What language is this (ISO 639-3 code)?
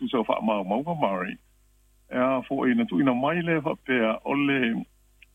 smo